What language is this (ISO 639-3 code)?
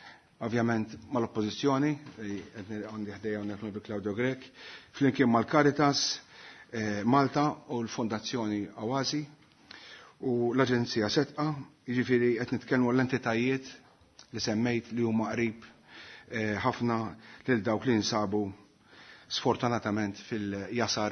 mlt